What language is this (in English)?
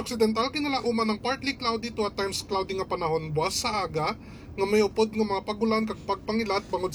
Hiligaynon